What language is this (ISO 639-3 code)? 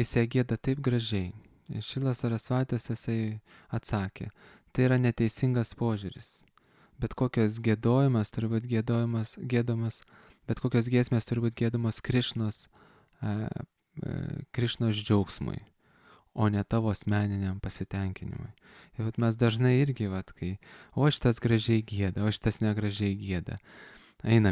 lit